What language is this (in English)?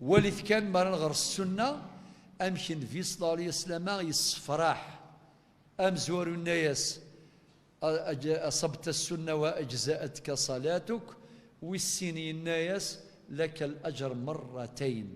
Kabyle